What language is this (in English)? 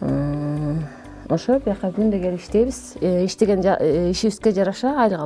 Kyrgyz